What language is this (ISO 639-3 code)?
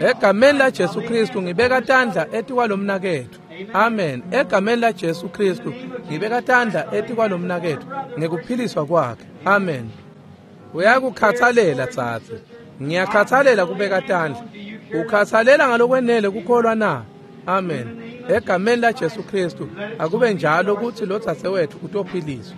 ssw